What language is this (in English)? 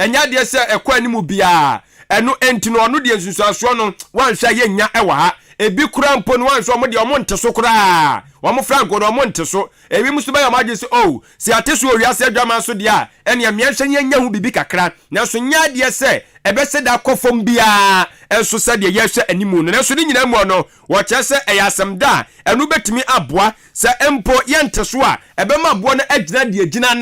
Akan